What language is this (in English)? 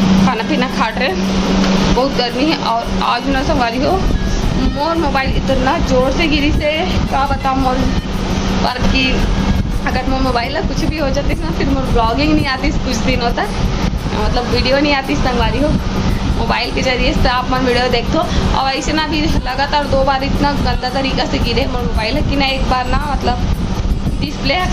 Chhattisgarhi